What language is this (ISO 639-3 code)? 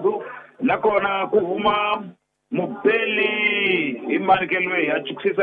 tso